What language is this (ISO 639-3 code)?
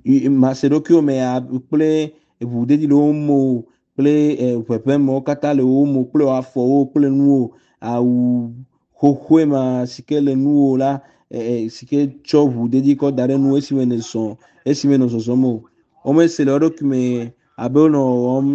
ewe